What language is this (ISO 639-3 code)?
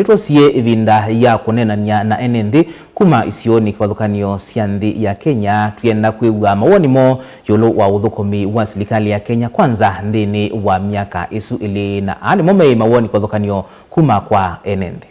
kam